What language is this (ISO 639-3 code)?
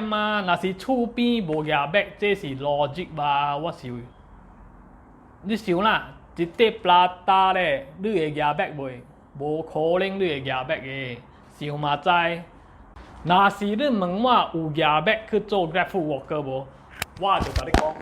nan